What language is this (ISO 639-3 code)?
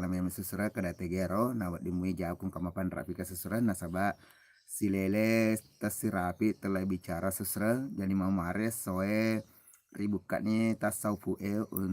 bug